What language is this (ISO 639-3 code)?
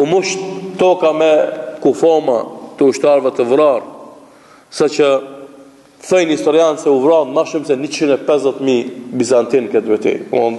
sqi